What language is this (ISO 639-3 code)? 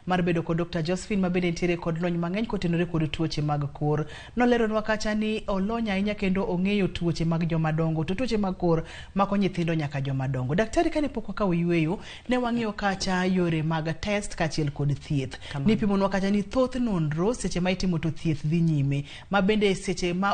luo